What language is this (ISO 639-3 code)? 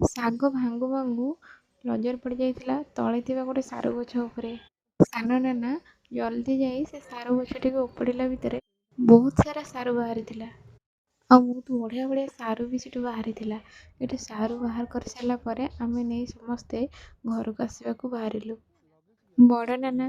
ori